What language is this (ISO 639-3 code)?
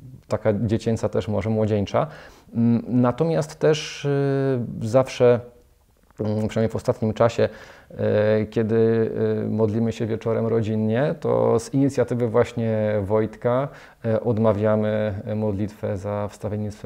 pol